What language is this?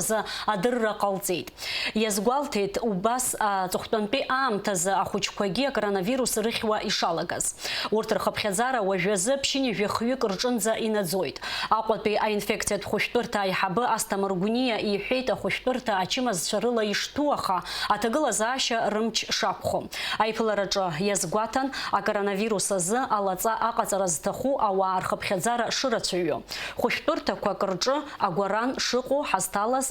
Abkhazian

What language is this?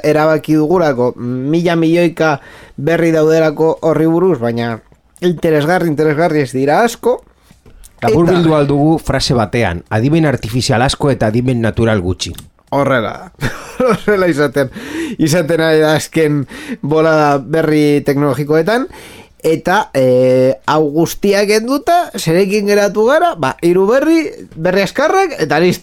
Basque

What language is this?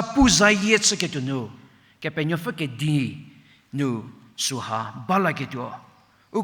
Angami Naga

